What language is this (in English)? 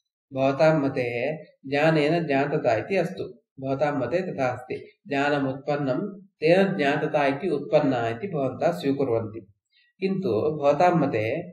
Sanskrit